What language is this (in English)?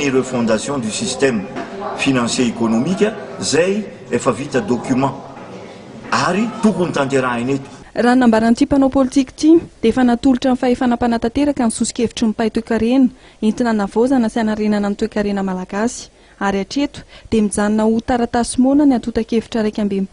Malagasy